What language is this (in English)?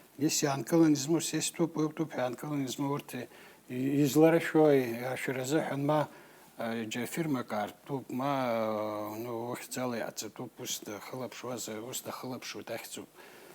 Abkhazian